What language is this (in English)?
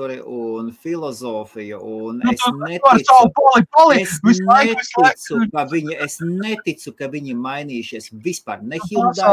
Latvian